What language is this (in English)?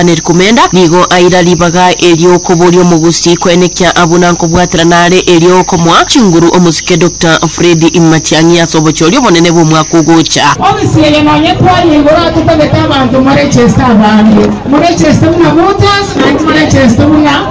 Gusii